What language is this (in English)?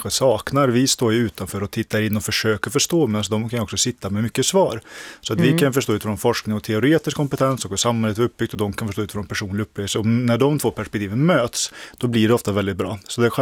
Swedish